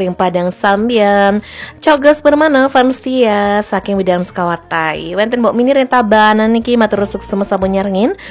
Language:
Balinese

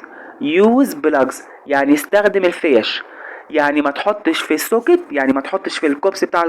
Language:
Egyptian Arabic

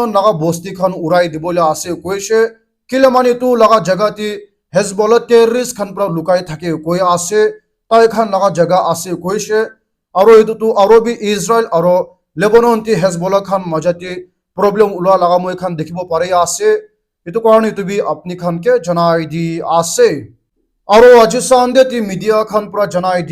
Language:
Naga Pidgin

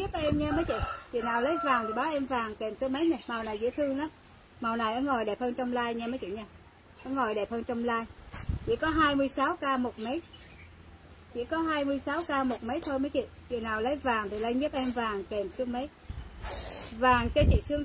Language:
Vietnamese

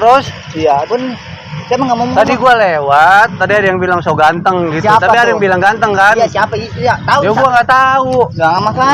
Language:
Betawi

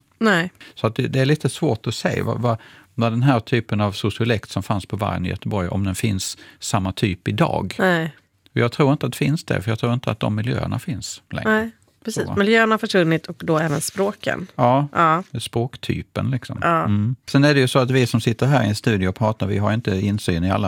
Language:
Swedish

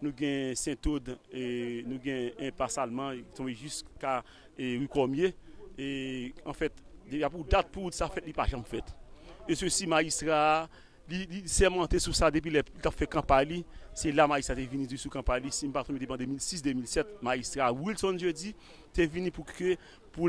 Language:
Haitian Creole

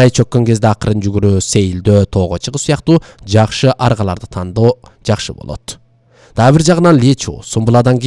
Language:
Kyrgyz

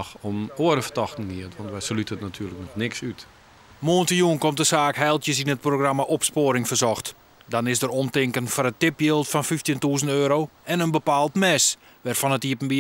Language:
Western Frisian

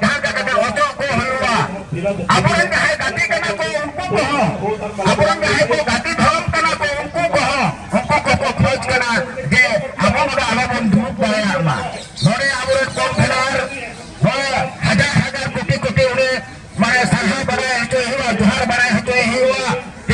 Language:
Santali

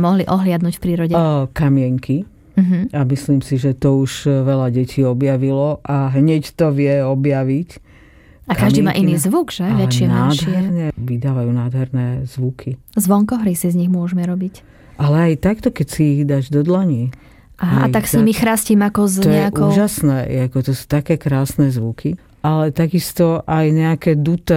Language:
Slovak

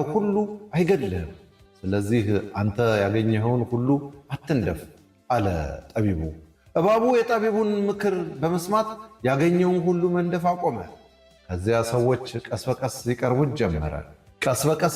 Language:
Amharic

